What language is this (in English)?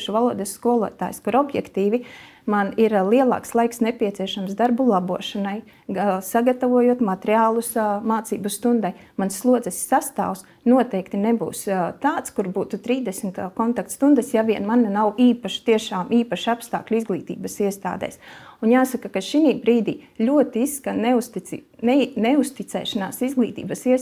Latvian